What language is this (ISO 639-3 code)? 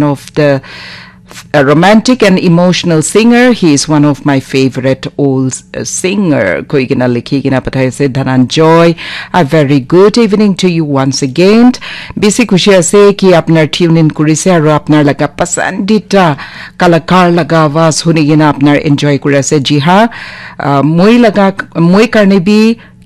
nag